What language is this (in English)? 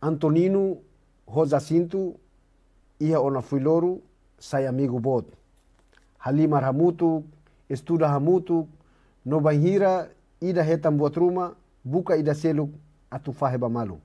Tetum